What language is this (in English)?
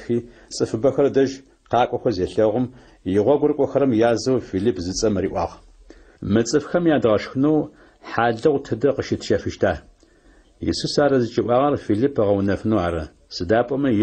Adyghe